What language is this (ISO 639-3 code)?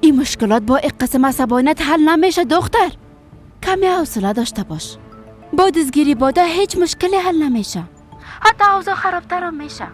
fas